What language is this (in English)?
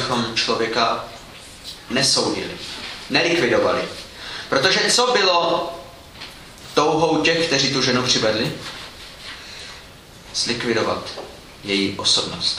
Czech